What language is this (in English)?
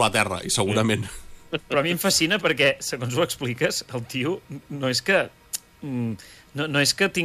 Catalan